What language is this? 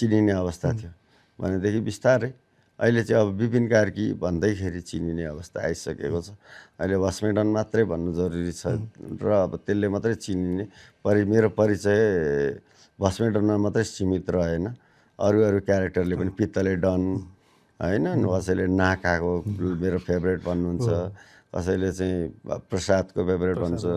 Nepali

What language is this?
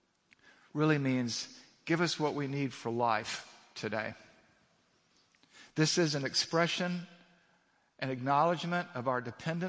English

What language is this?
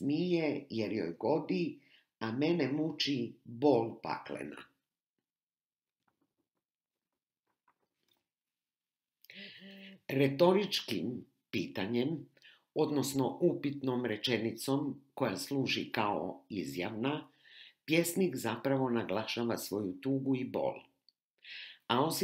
Croatian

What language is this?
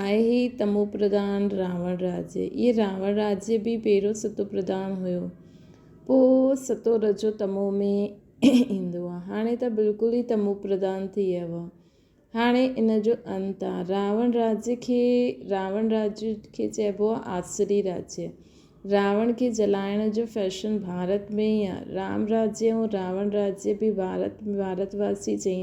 Sindhi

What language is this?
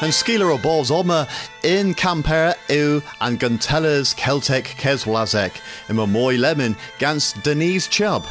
Cornish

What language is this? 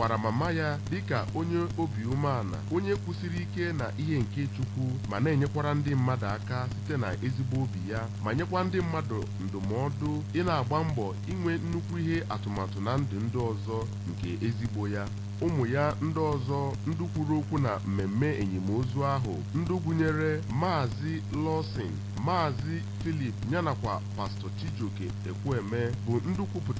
Igbo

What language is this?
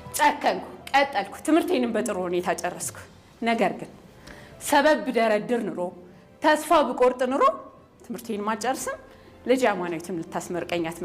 Amharic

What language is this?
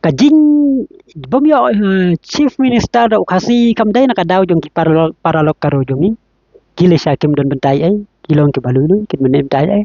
Khasi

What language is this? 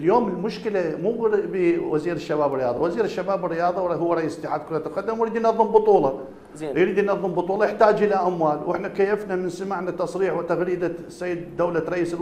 Mesopotamian Arabic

